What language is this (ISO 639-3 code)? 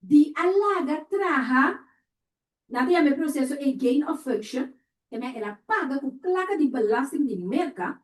pap